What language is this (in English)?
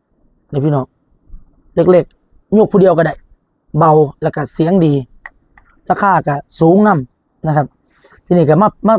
Northeastern Thai